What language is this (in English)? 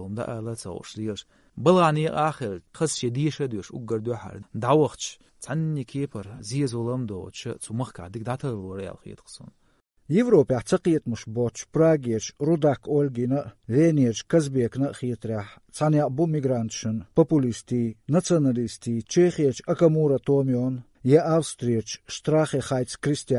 Chechen